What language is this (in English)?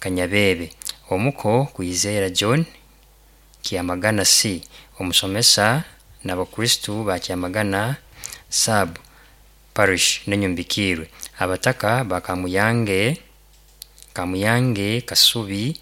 Nyankole